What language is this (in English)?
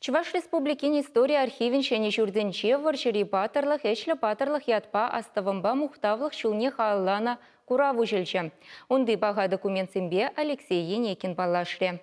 Chuvash